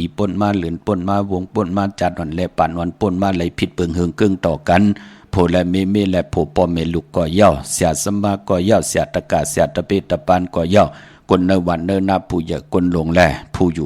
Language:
Shan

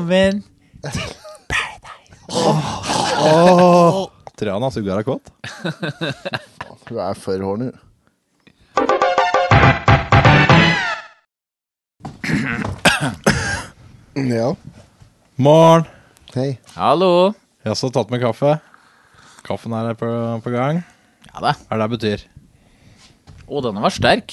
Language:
Norwegian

